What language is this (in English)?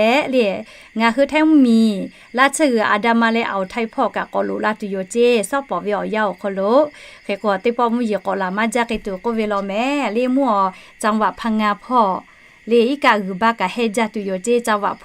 Lahu